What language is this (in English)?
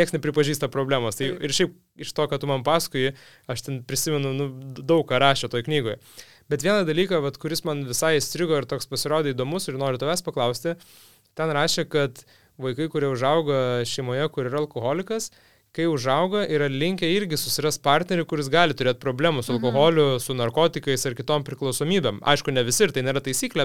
Lithuanian